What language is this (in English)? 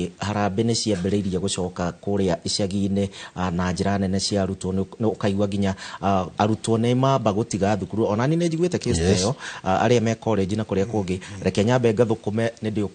Kikuyu